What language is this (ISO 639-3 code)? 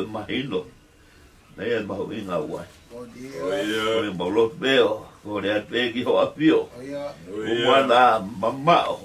ton